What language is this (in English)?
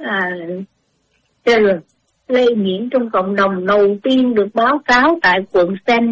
Vietnamese